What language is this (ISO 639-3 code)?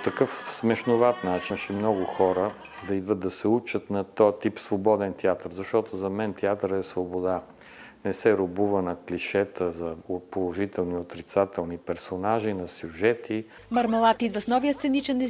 bul